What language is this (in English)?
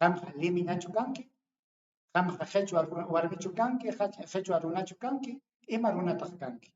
Ayacucho Quechua